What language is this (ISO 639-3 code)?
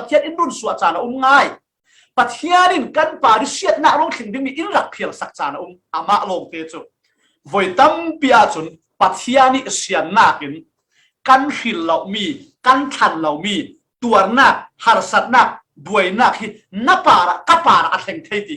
cfm